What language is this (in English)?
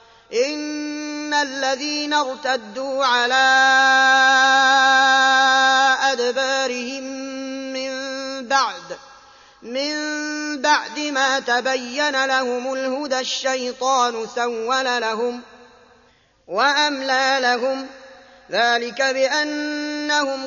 Arabic